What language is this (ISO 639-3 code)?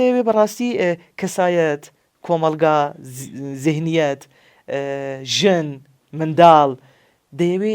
ckb